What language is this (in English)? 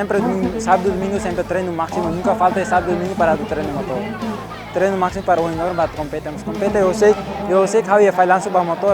Tetum